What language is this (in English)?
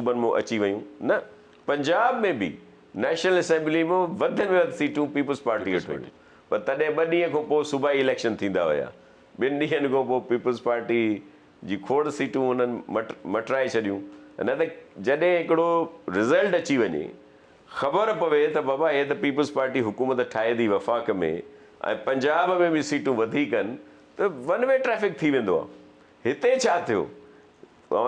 Sindhi